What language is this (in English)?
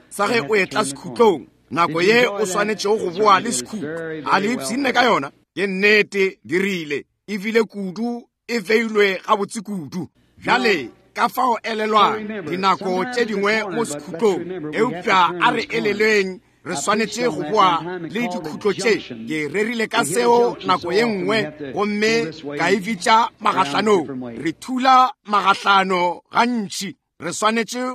Northern Sotho